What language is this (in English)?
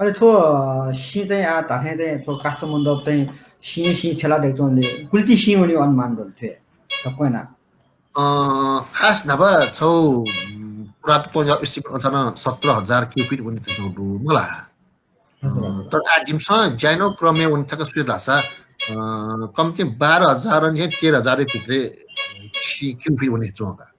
Newari